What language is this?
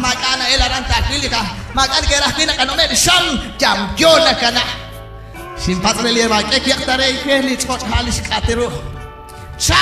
Kekchí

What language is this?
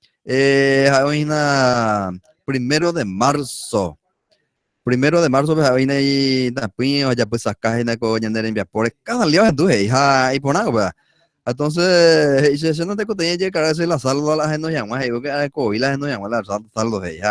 Guarani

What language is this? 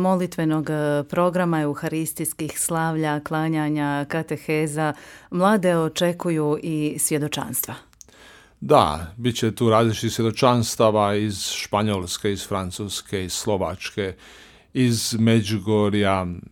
Croatian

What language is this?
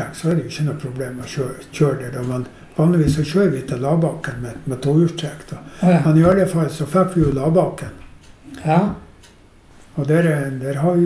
Norwegian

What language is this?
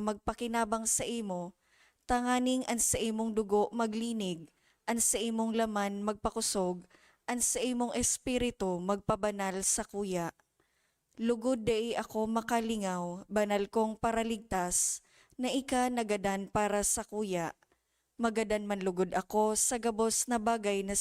Bikol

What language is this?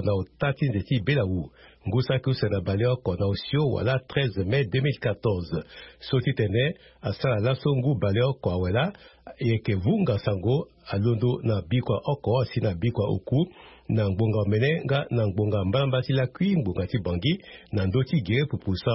Sango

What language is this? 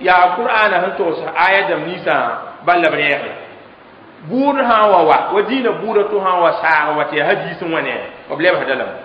Mossi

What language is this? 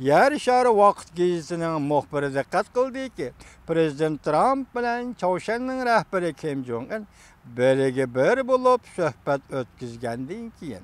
Uyghur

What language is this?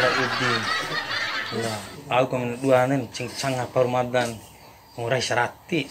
Bima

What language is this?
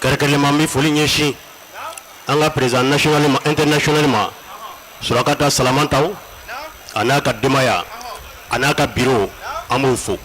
Bambara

